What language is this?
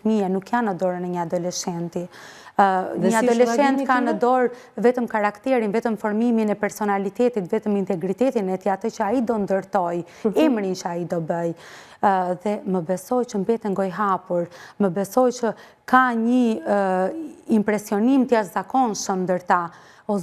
Albanian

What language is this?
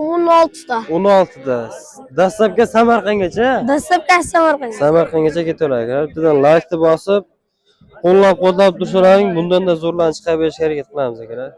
Uzbek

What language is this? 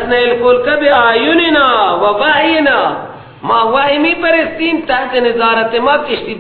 Persian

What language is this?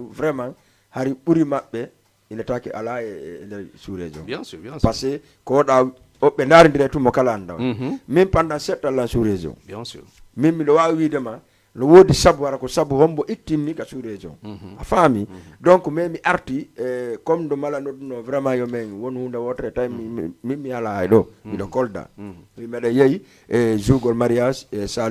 Fula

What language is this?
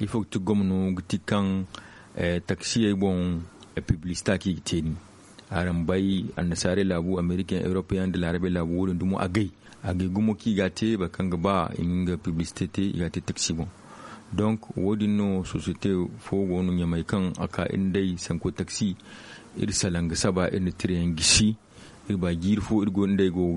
Zarma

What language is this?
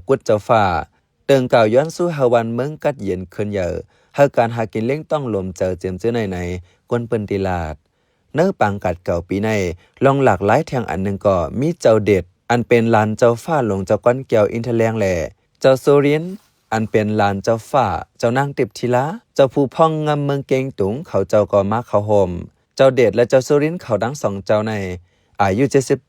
Shan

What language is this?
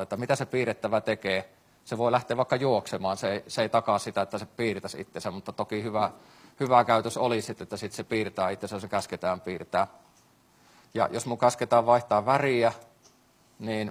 Finnish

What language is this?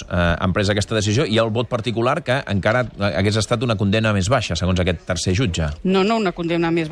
Catalan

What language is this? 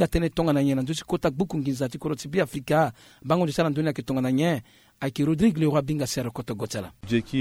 Sango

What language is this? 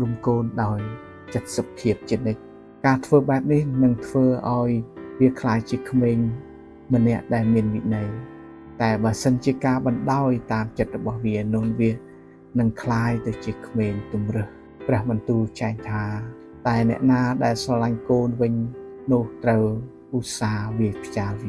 Khmer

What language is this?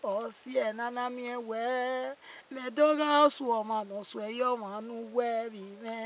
Bini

